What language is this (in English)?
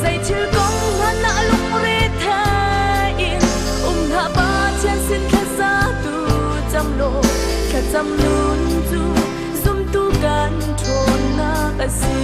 Hakha Chin